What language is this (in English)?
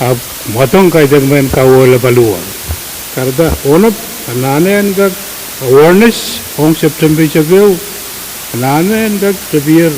Pohnpeian